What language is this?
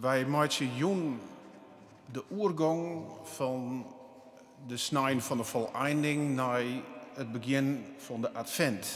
Western Frisian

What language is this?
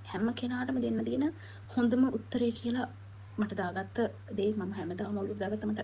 Sinhala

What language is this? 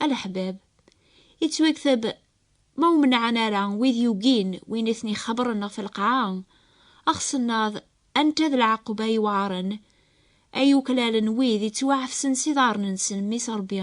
Kabyle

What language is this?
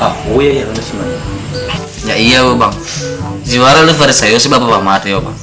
Nias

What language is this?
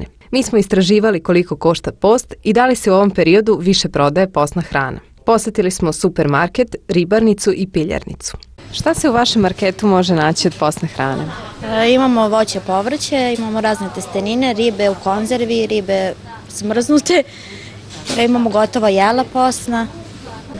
Serbian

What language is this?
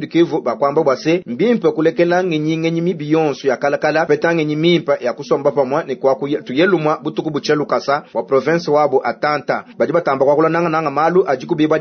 Luba-Lulua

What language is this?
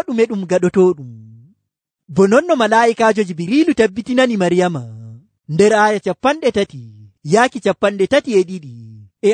Nigerian Fulfulde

